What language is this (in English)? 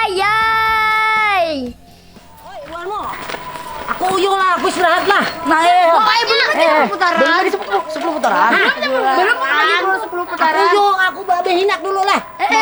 Banjar